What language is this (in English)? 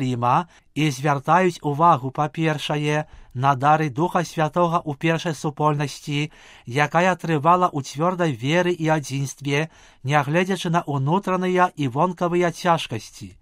Belarusian